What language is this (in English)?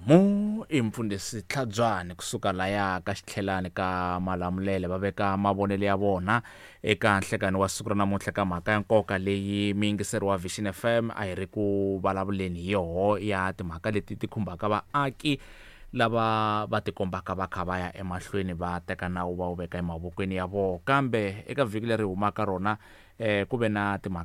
Tsonga